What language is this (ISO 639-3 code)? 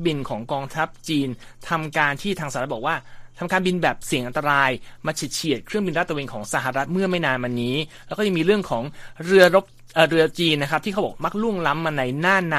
tha